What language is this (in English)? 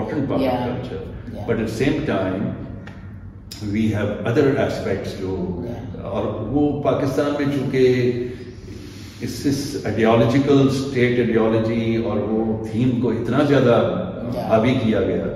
Urdu